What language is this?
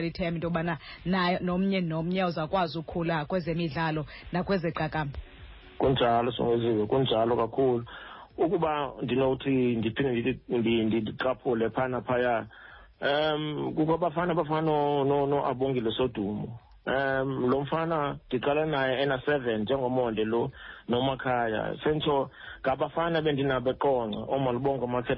Xhosa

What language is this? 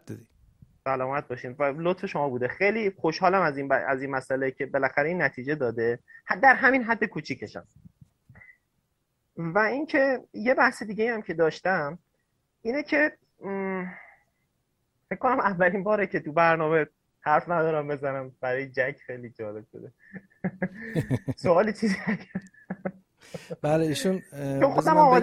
Persian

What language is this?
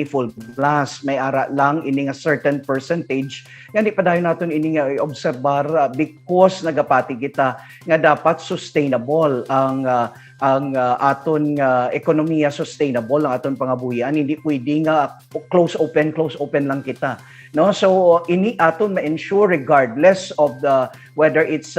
Hiligaynon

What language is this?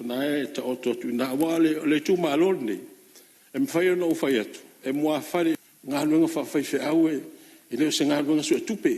Samoan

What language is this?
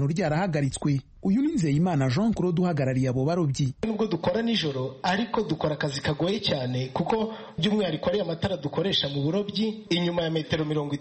Kinyarwanda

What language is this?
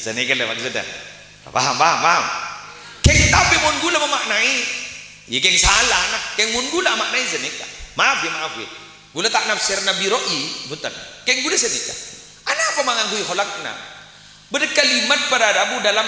Madurese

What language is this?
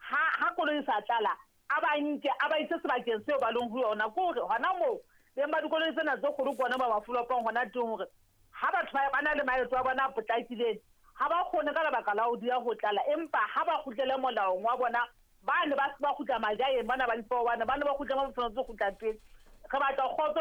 Southern Sotho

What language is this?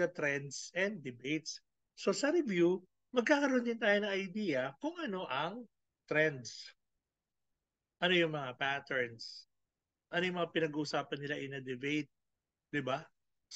Filipino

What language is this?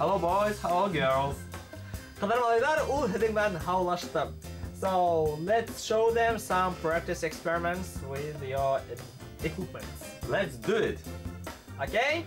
Bashkir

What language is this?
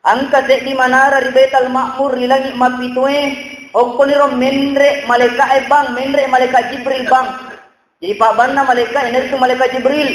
Buginese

